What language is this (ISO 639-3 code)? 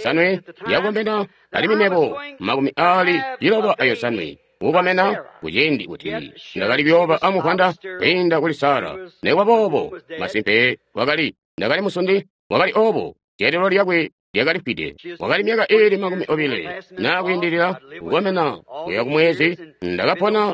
toi